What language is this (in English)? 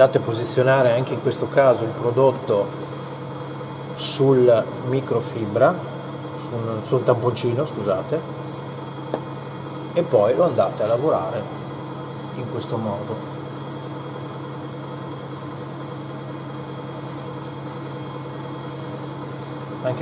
Italian